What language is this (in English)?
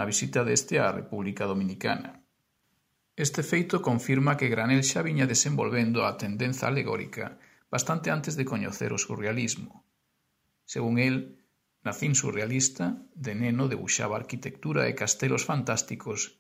Galician